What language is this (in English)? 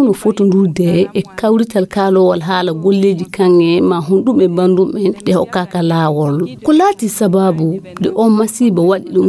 Fula